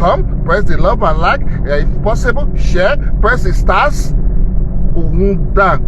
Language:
Nigerian Pidgin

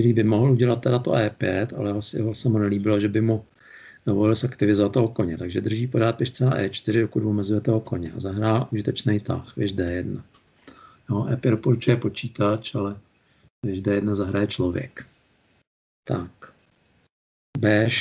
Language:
Czech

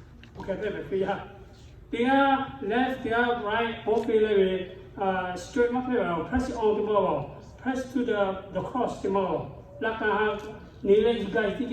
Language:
Lahu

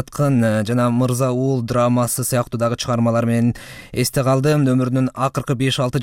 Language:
Kyrgyz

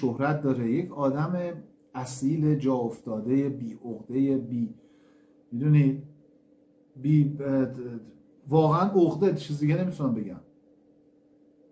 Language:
Persian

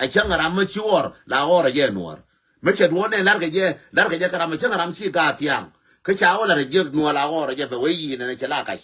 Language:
Nuer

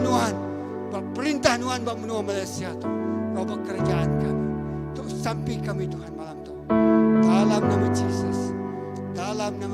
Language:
Iban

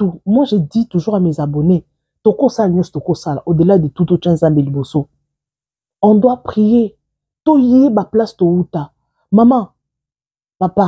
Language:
Lingala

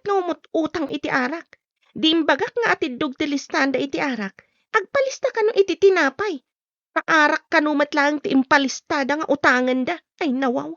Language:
Iloko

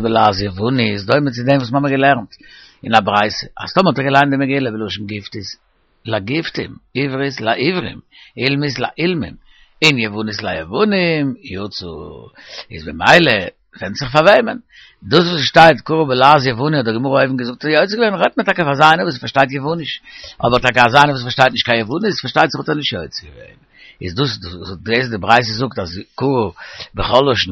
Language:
Yiddish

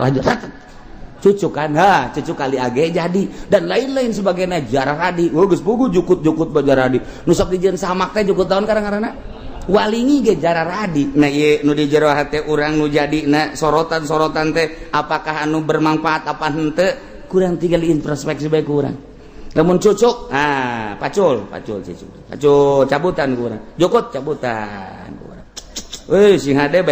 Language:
Sundanese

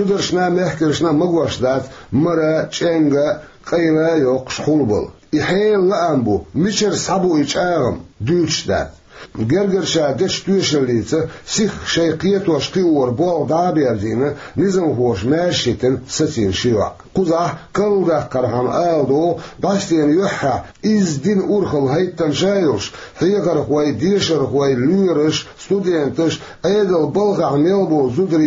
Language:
Chechen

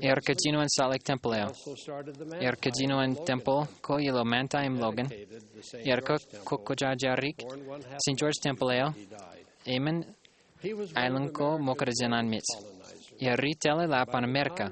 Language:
Marshallese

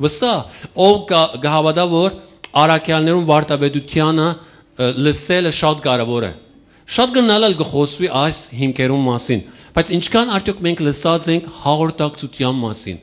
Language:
Western Armenian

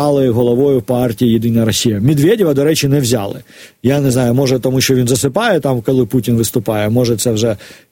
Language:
Ukrainian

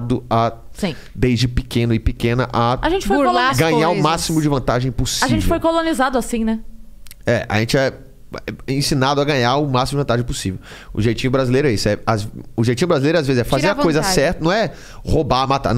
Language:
Portuguese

